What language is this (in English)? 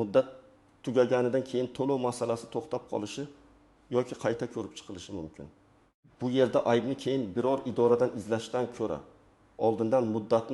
Uzbek